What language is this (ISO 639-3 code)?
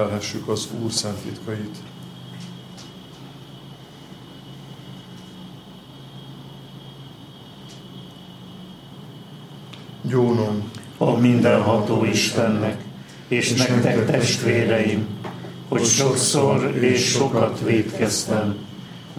hun